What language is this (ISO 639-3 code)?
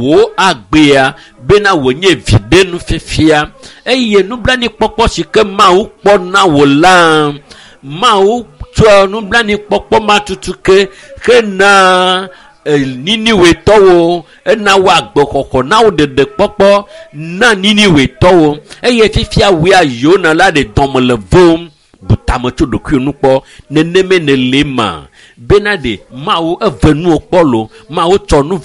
ewe